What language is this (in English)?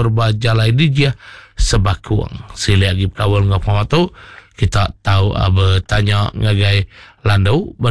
Iban